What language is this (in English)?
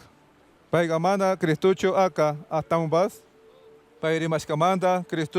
Chimborazo Highland Quichua